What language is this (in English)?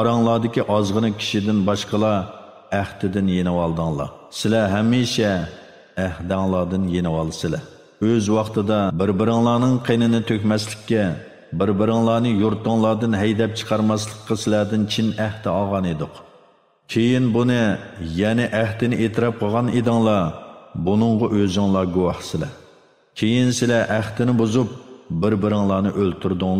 Uyghur